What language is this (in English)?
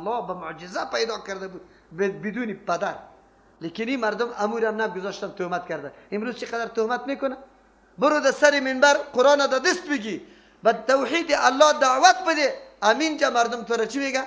Persian